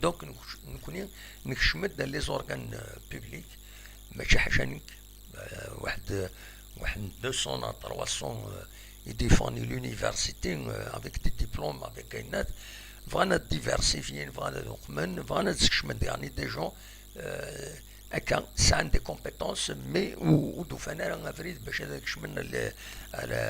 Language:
Kabyle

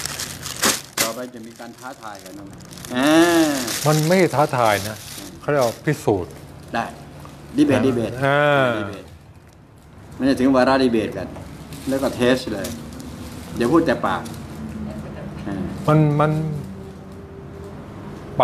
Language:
Thai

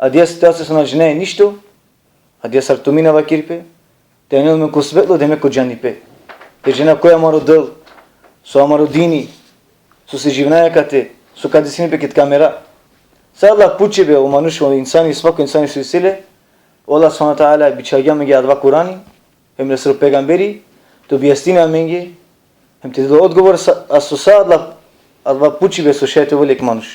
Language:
Balkan Romani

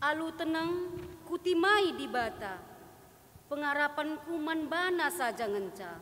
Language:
Batak Karo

